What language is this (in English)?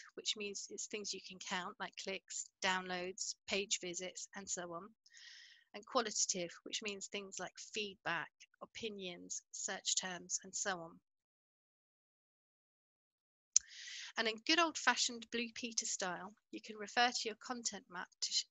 English